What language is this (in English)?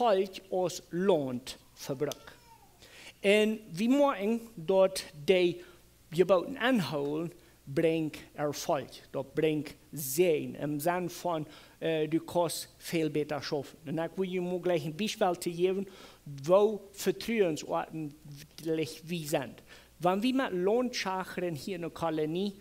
Plautdietsch